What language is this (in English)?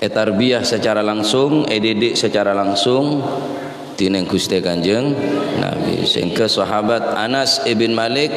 Madurese